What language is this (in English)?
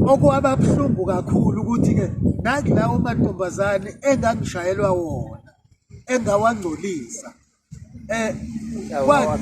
Zulu